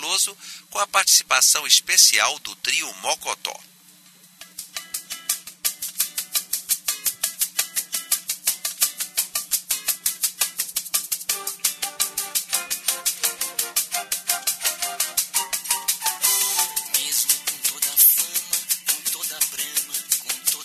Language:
Portuguese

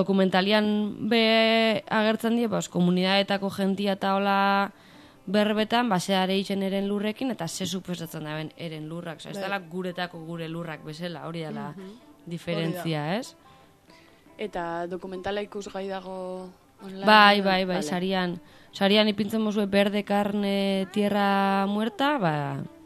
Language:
Basque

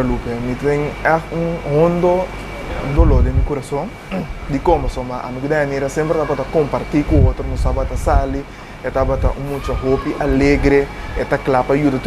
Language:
Papiamento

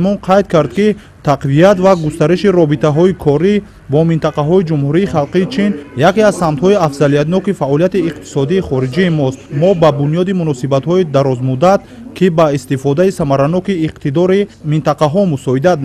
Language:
Tajik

